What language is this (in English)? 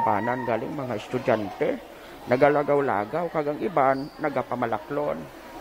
Hiligaynon